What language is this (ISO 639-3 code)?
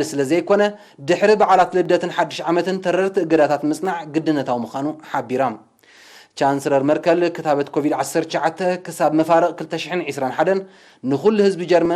tir